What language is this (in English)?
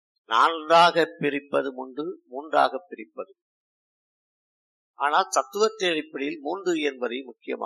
Tamil